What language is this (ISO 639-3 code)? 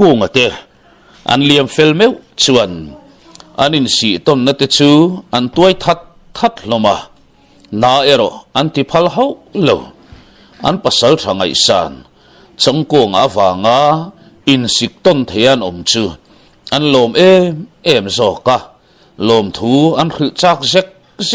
lus